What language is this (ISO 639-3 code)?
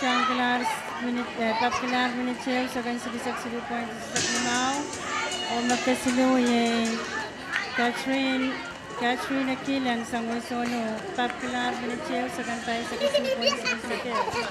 pon